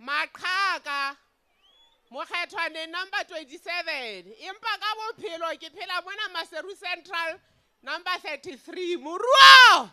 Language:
Southern Sotho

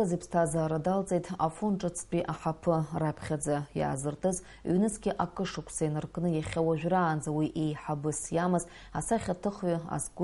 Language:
Abkhazian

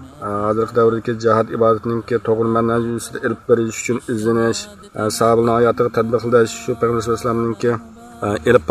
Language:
Uyghur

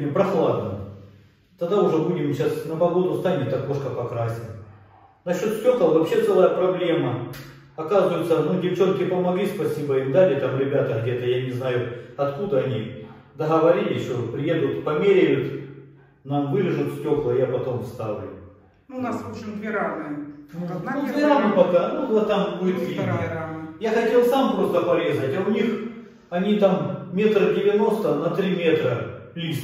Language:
Russian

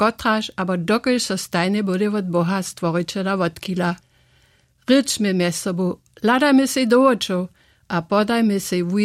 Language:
Upper Sorbian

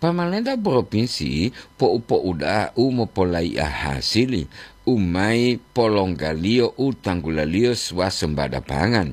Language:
Gorontalo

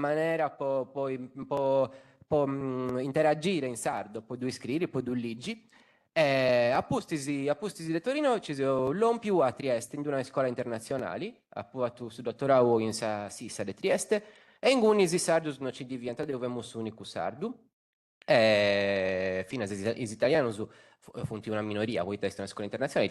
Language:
Sardinian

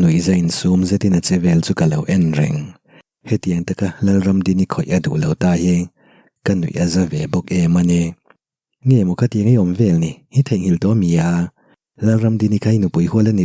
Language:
Mizo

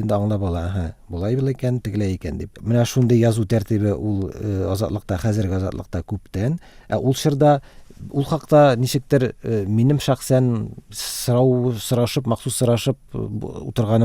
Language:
Tatar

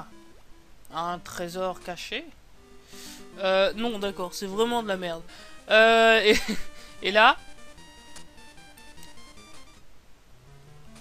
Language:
French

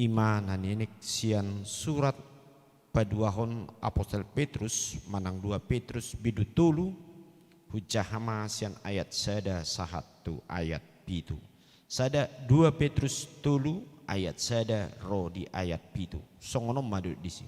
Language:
Batak Toba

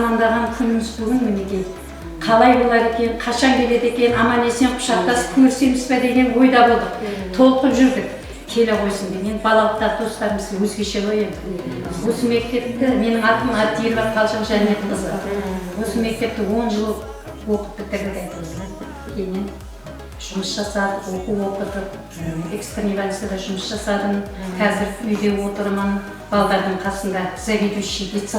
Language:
Kara-Kalpak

